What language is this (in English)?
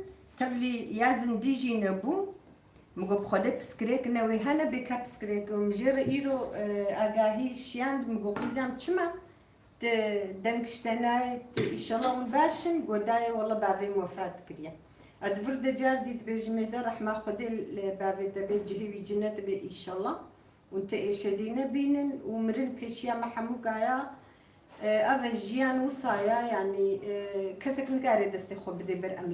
Kurdish